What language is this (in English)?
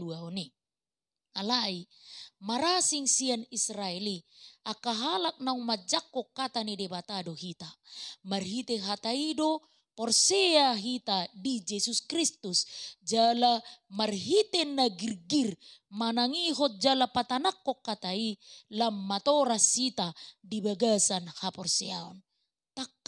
Batak Toba